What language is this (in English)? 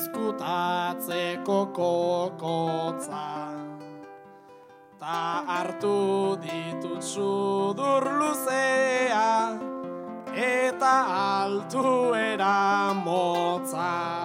Basque